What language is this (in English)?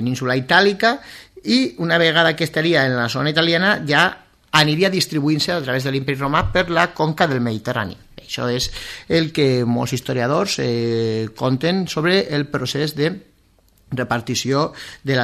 Catalan